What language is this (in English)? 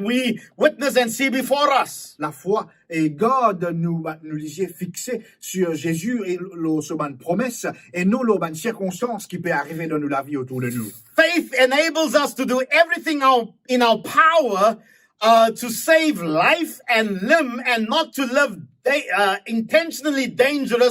Morisyen